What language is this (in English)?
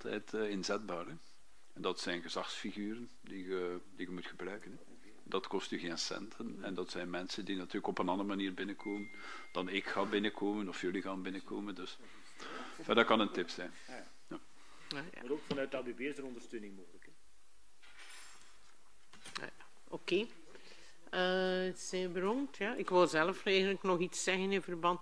Dutch